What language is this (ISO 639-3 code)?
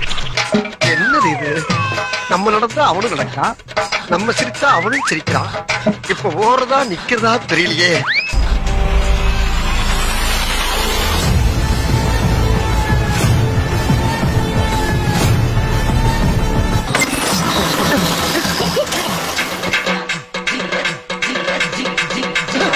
tam